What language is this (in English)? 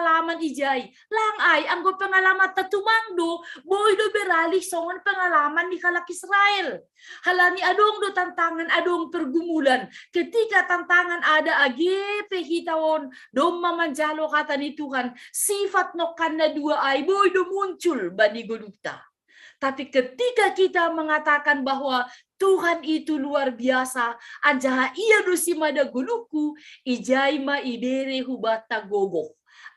Batak Simalungun